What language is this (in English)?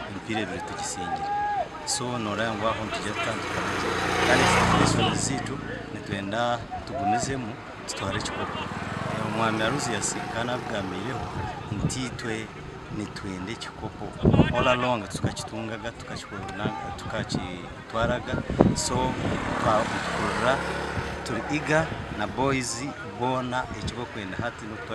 Nyankole